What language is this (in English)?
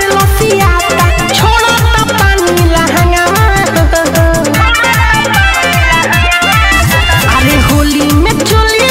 Bhojpuri